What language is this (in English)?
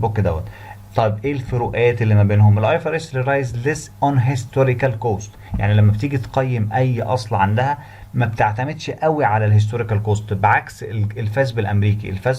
Egyptian Arabic